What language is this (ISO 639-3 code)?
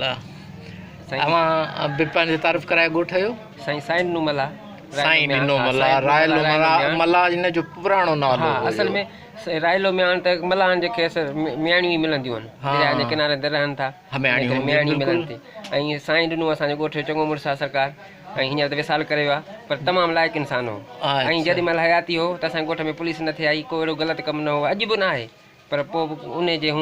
snd